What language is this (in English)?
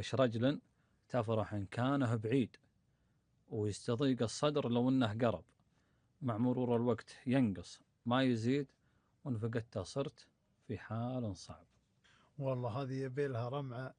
Gulf Arabic